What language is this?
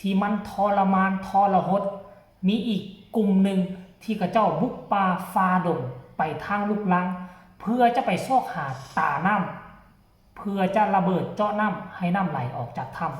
Lao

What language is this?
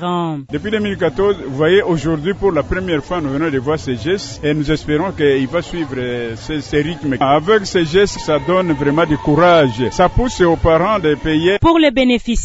French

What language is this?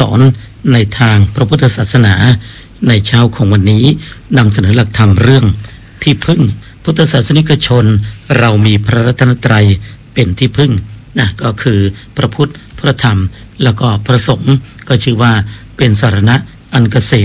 Thai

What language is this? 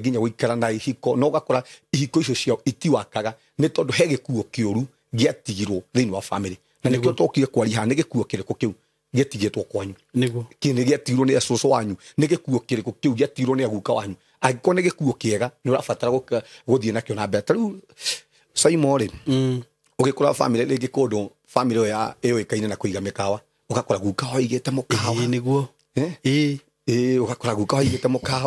Kikuyu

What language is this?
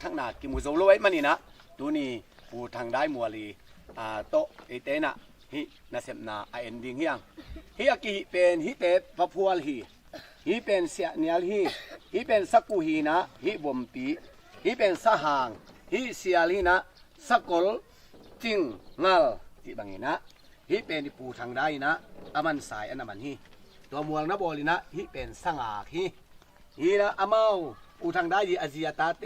Tedim Chin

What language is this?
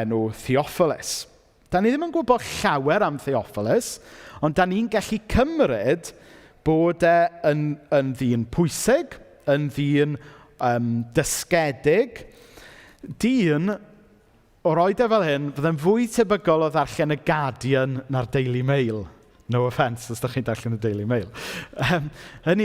Welsh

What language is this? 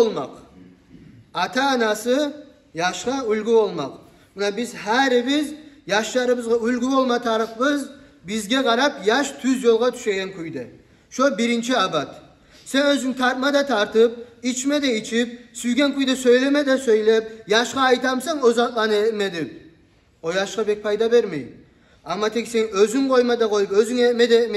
Kumyk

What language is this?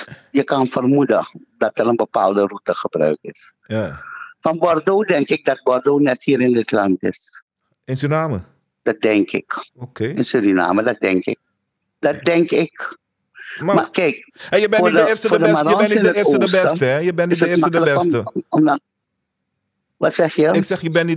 Dutch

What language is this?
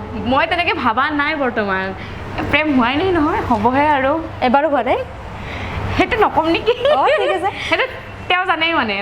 Assamese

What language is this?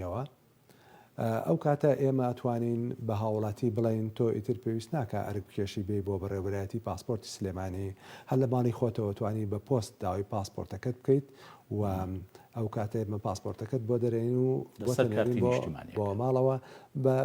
Central Kurdish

